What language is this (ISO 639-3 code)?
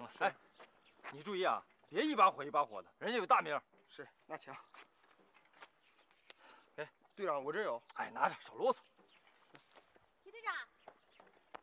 zho